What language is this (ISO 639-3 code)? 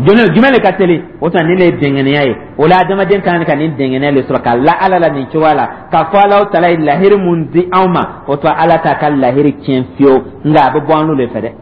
dyu